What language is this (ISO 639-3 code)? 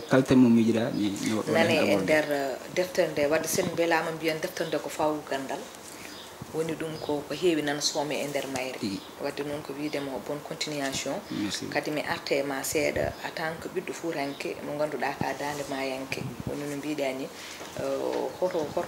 ful